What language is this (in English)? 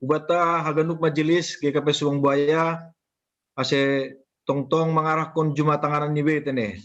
Batak Simalungun